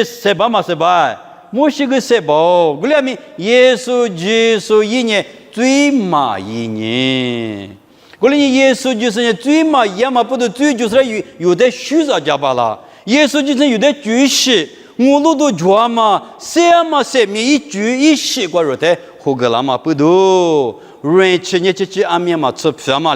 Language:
Lisu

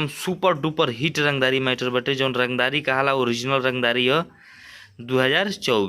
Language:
Bhojpuri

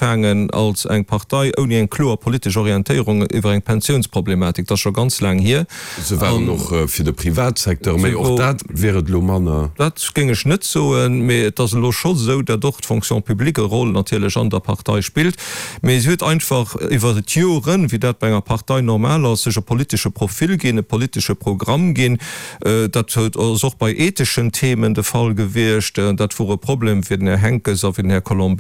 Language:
Luxembourgish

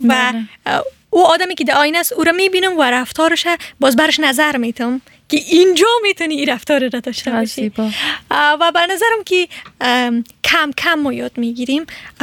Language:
Persian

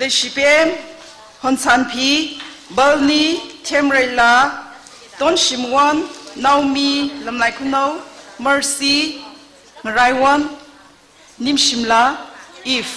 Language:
Tangkhul Naga (India)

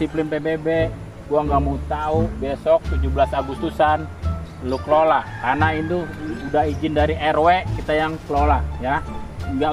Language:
Betawi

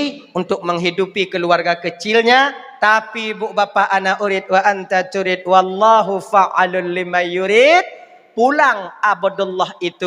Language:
Achinese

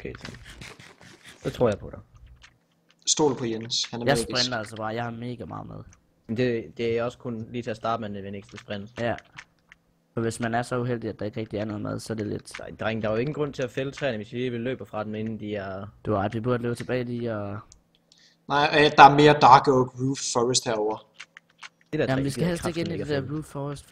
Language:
Danish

